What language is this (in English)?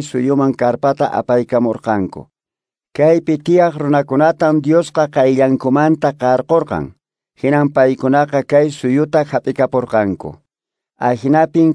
Quechua